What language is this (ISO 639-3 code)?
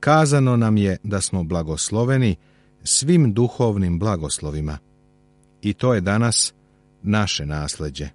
srp